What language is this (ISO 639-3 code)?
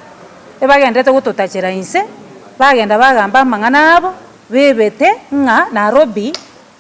guz